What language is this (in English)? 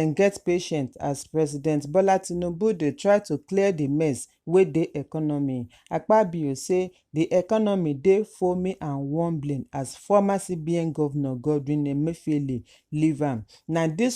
Nigerian Pidgin